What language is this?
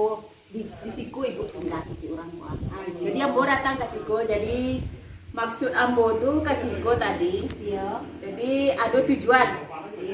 Minangkabau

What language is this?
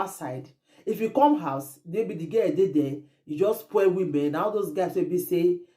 Nigerian Pidgin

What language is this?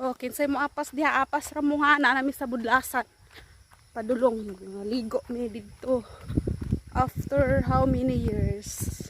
Cebuano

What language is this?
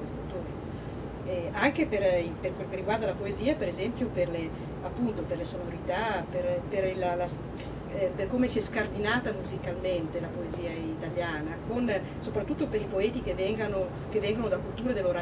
Italian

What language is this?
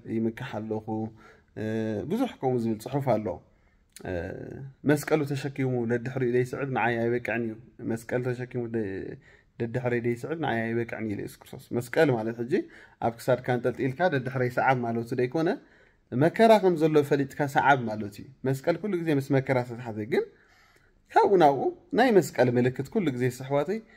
Tigrinya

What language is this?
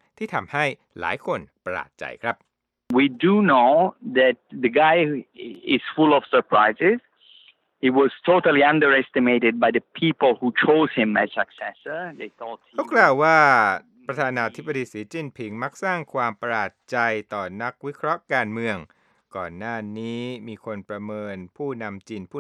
Thai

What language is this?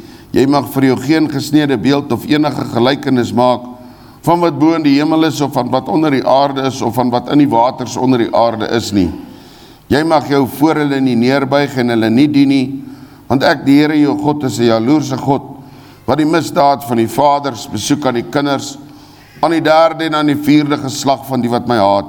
Afrikaans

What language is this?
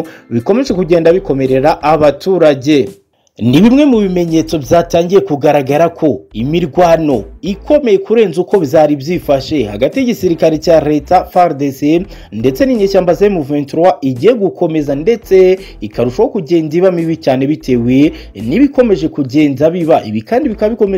Kinyarwanda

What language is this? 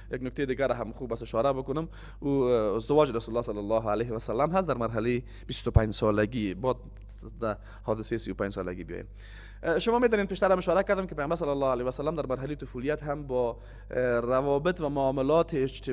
Persian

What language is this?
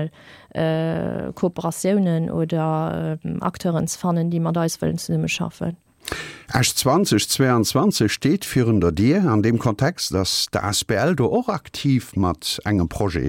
Luxembourgish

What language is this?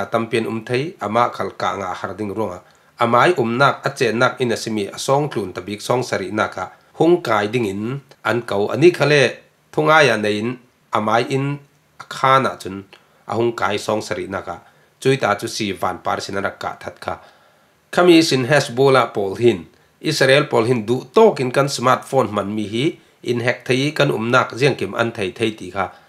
Falam Chin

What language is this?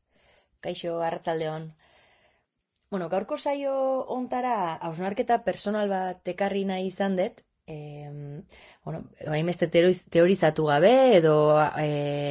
Basque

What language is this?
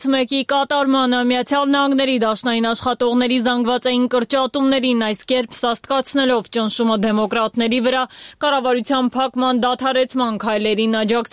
Armenian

